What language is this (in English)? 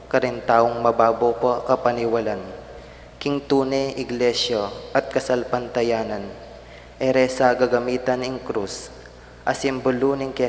Pampanga